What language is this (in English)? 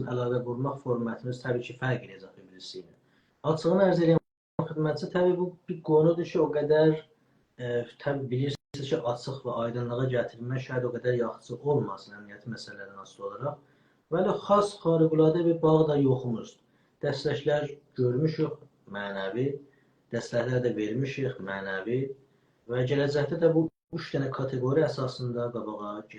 South Azerbaijani